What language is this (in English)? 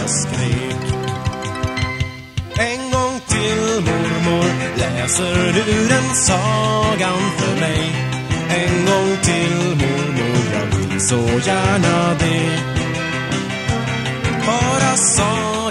Swedish